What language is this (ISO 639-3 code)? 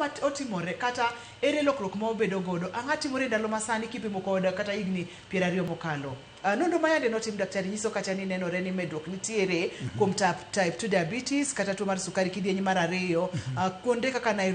luo